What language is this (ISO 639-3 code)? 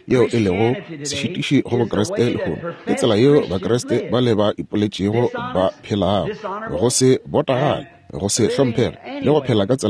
nso